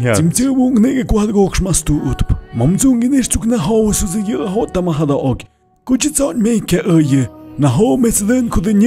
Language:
Tlahuitoltepec Mixe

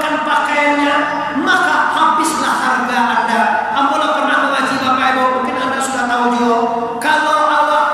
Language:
Minangkabau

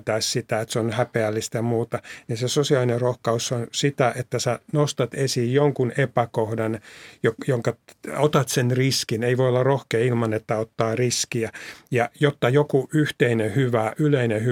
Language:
Finnish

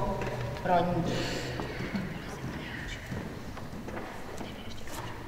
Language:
Czech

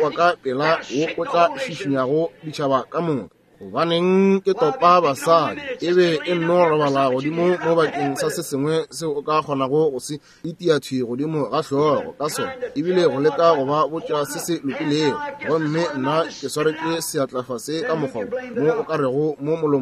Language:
Northern Sotho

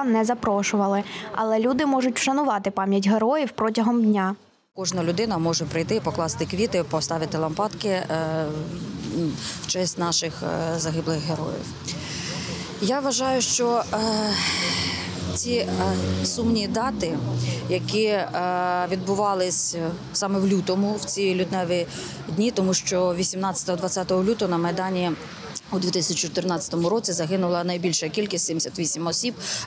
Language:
Ukrainian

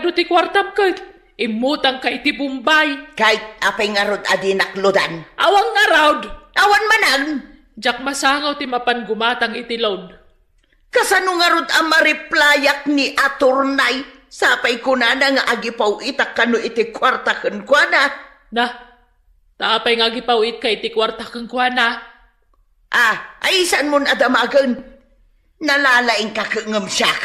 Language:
Iloko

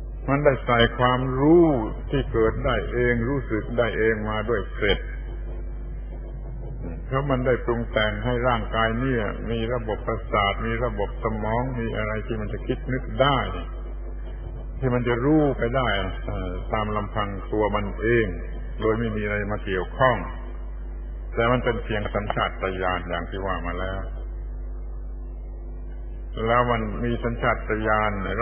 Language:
Thai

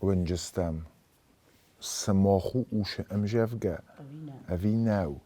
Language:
Ossetic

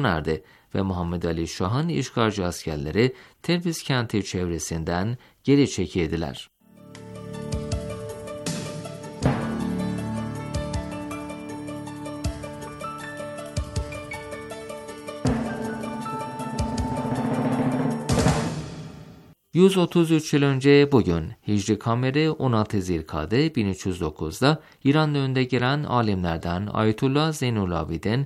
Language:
Turkish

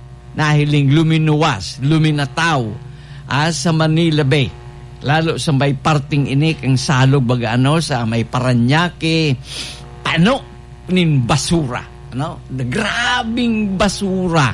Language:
Bikol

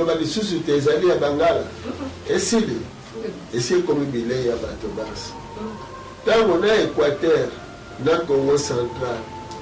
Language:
Lingala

